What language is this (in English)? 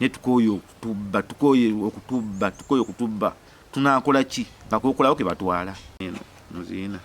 Ganda